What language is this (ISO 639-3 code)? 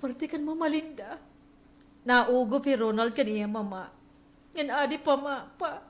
war